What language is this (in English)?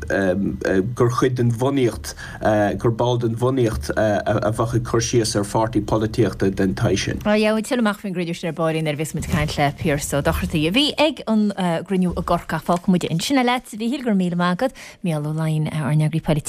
Irish